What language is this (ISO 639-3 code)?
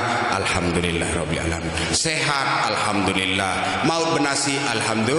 sas